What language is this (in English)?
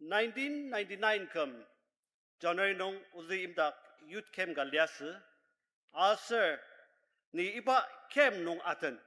Ao Naga